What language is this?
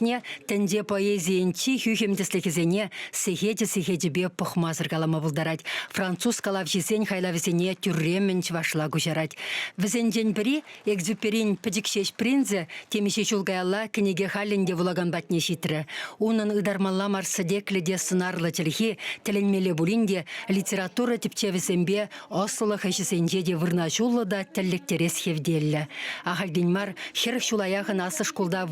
Chuvash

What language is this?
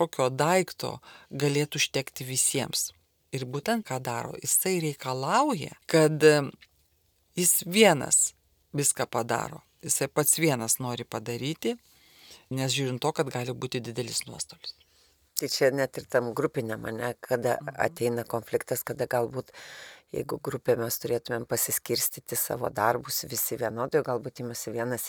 Lithuanian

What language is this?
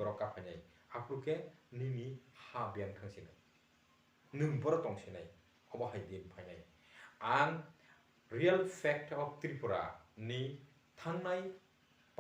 Kok Borok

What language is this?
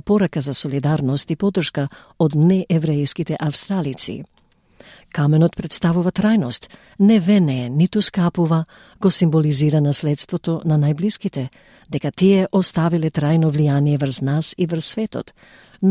Macedonian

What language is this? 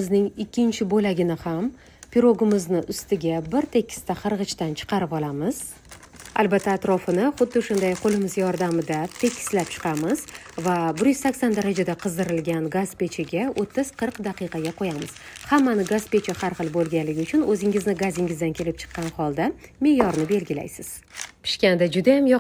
Uzbek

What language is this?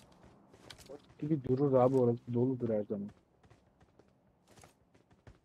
Turkish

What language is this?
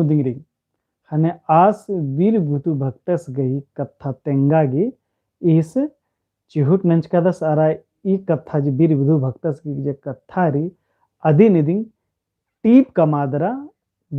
Kurukh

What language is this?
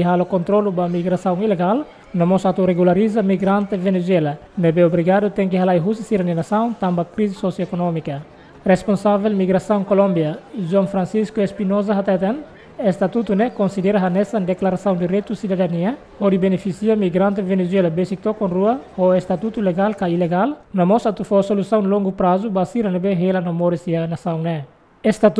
Tetum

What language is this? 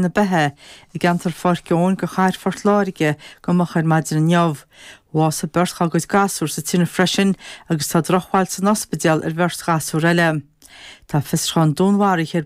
Irish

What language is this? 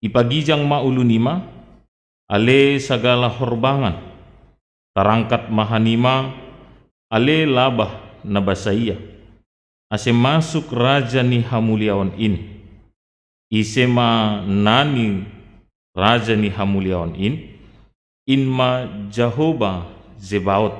Batak Simalungun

